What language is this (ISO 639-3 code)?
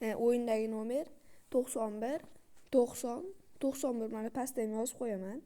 uzb